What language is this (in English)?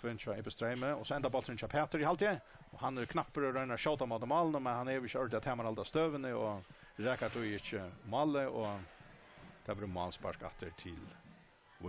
Faroese